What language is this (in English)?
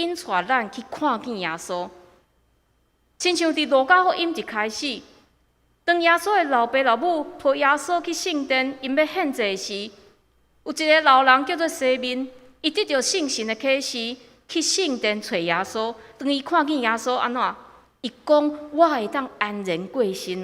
Min Nan Chinese